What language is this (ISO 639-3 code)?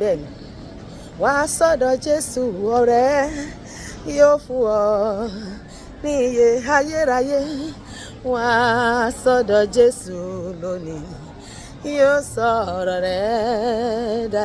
yor